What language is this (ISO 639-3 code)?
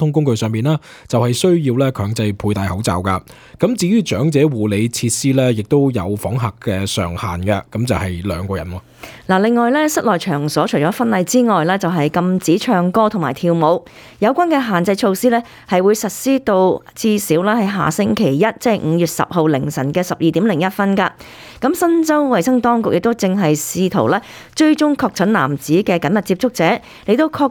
yue